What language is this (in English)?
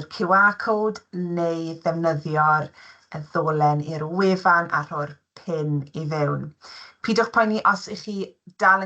Welsh